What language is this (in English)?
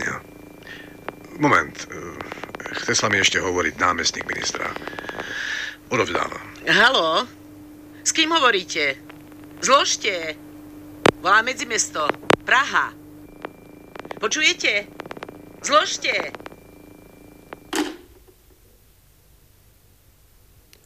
Slovak